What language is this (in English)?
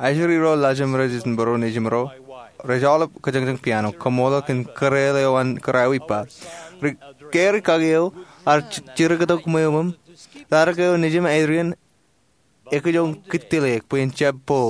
Marshallese